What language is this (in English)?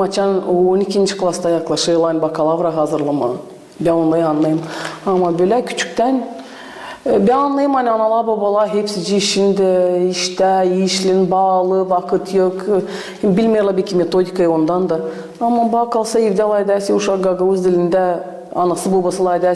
Gagauz